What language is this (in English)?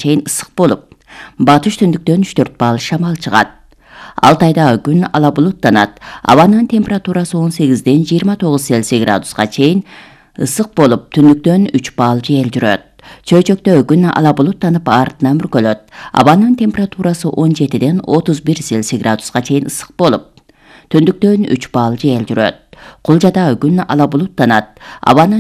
Kyrgyz